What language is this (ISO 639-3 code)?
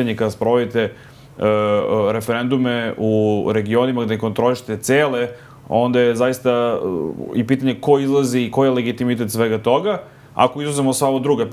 srp